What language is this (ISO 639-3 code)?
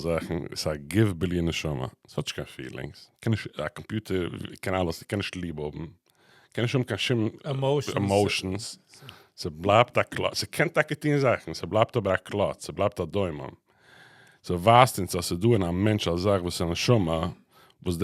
yid